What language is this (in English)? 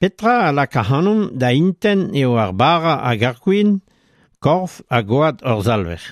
Breton